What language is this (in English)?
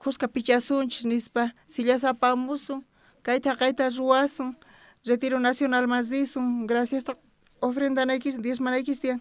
South Bolivian Quechua